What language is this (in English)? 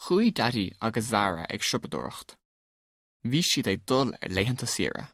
Irish